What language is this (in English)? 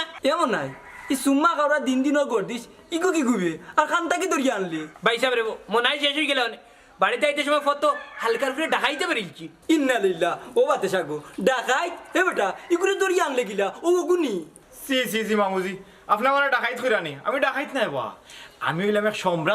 Sylheti